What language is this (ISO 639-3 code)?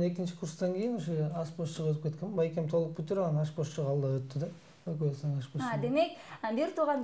kir